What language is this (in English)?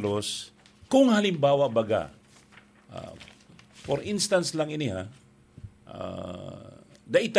Bikol